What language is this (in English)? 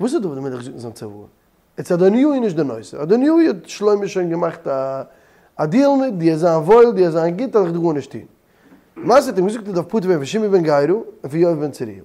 Yiddish